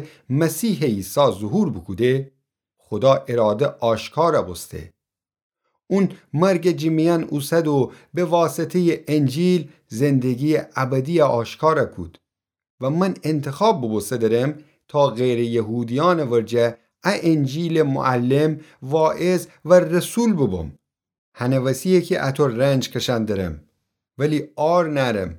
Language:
Gilaki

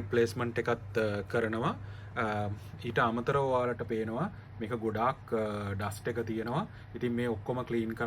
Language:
Sinhala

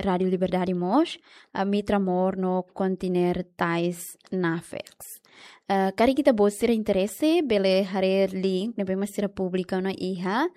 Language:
Tetum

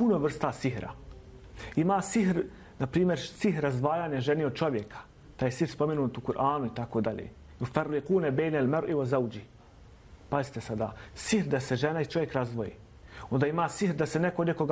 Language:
Bosnian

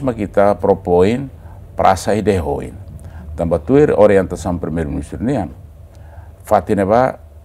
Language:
Tetum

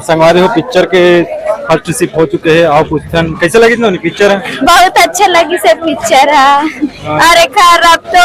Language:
Chhattisgarhi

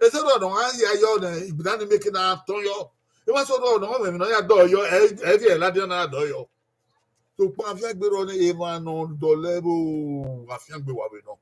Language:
Bini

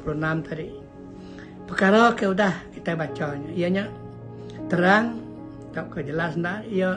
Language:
Iban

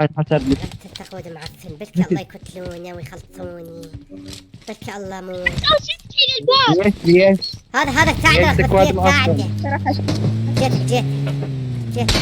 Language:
Mesopotamian Arabic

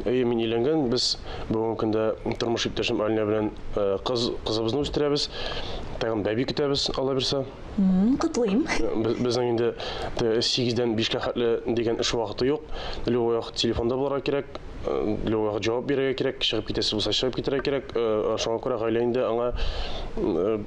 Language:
Tatar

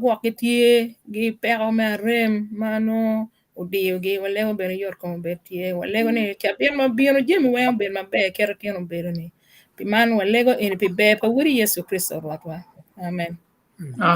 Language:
Acoli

